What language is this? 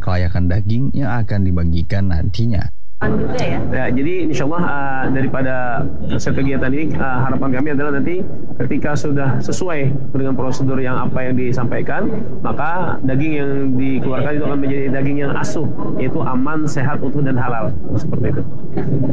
Indonesian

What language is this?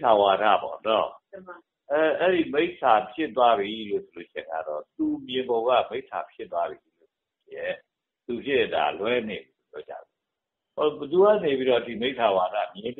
Burmese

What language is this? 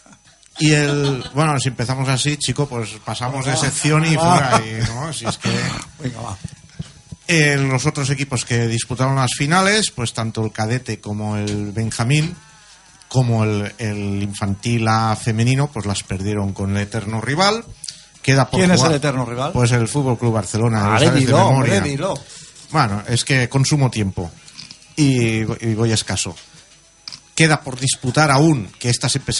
Spanish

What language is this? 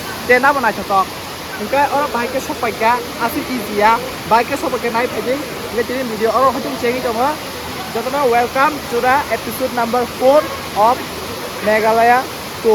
Kok Borok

